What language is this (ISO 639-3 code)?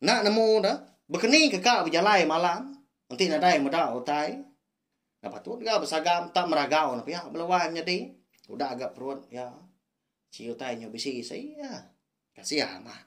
iba